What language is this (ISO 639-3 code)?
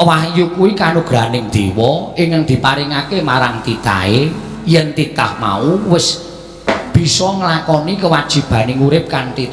jav